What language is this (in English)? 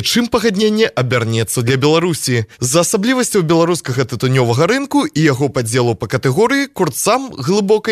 Belarusian